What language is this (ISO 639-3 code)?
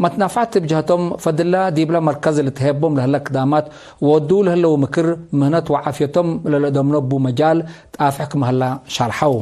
tig